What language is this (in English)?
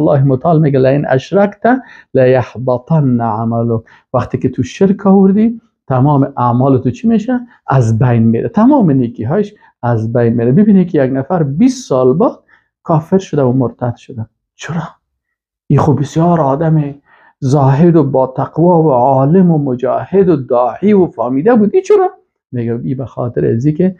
Persian